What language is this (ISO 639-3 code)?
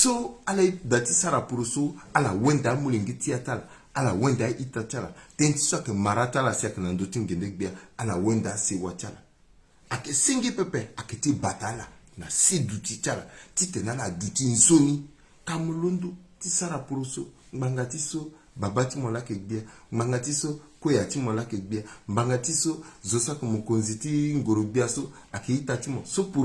sag